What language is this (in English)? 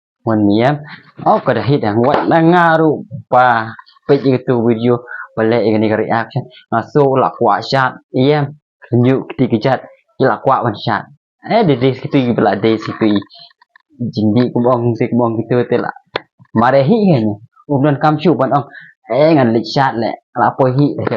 Khasi